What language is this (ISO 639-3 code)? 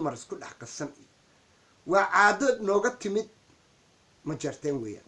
som